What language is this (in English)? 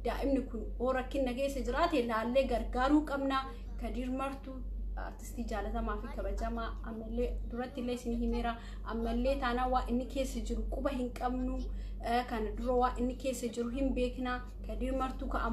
Oromo